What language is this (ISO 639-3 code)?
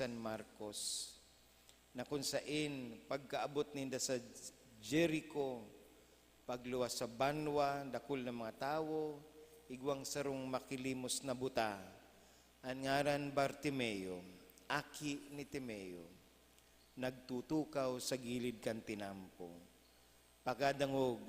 bik